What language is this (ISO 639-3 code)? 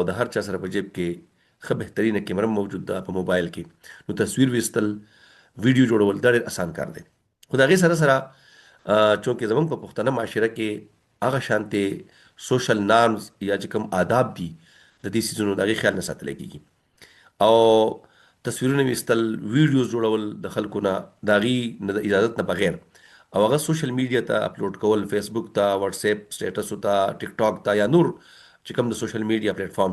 pus